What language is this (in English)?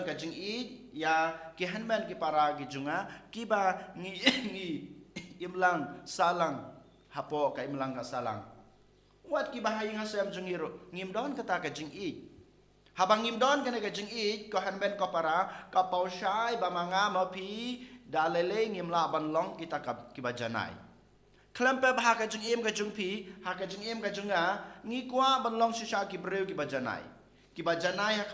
Khasi